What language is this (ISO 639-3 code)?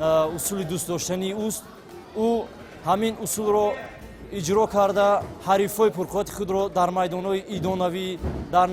tgk